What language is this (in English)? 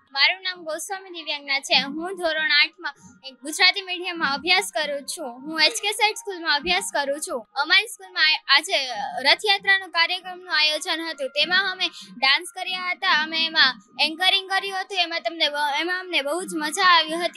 Gujarati